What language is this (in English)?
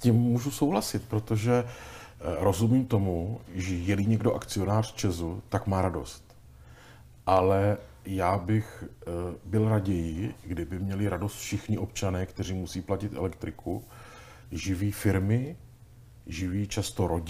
Czech